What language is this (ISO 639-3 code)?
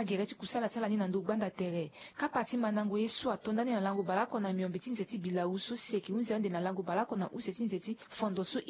sag